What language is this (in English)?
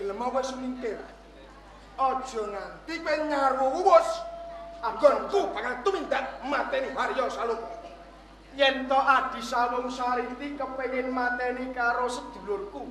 Javanese